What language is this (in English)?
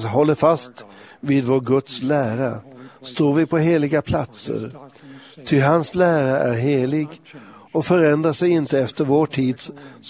Swedish